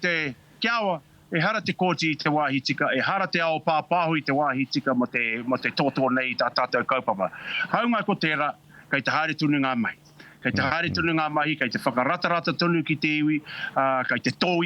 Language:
Māori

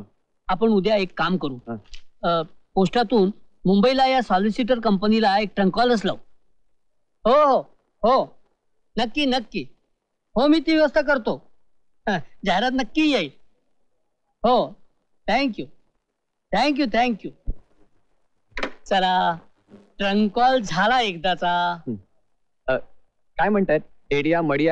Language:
Marathi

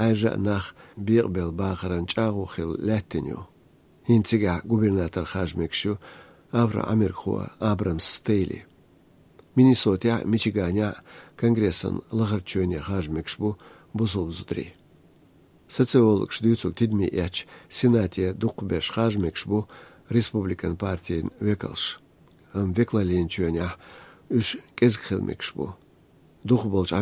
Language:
Chechen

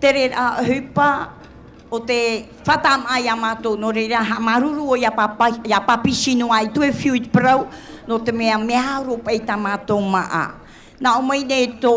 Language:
Tahitian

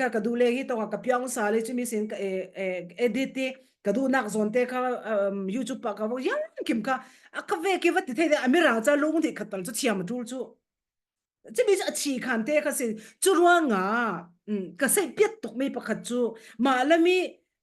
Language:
Falam Chin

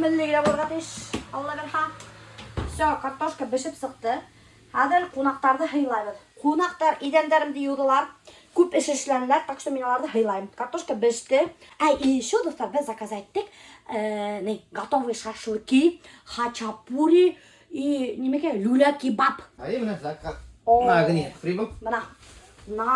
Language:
Bashkir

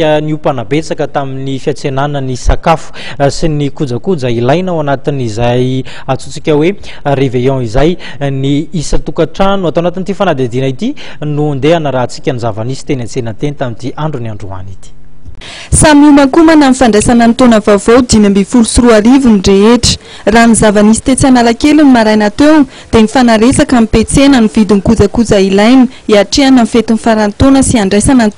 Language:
Malagasy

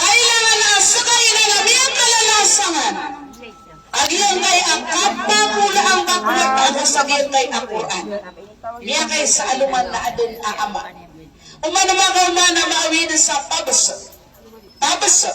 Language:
Maranao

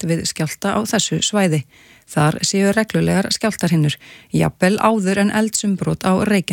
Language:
Icelandic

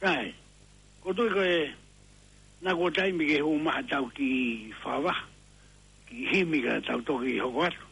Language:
Tongan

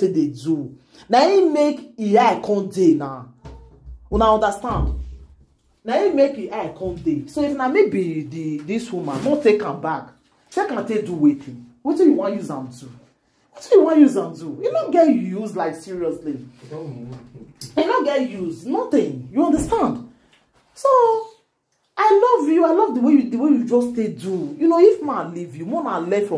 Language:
Nigerian Pidgin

